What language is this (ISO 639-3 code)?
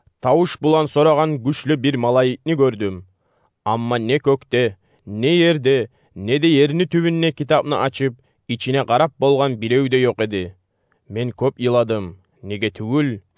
kum